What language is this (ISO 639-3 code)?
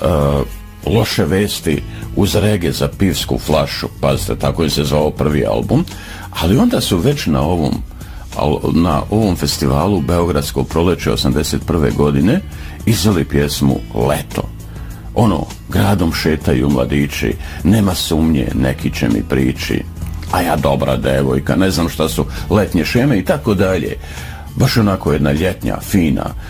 srp